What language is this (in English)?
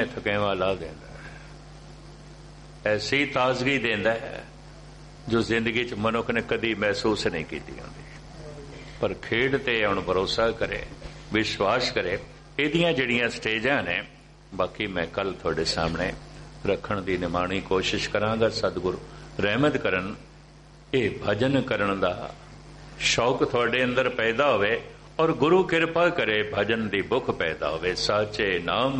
Punjabi